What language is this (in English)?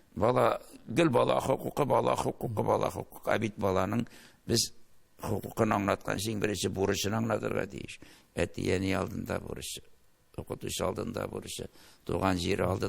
Tatar